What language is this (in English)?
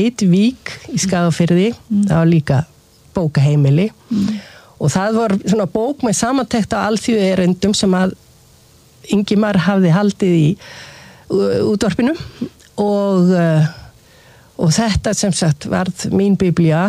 Icelandic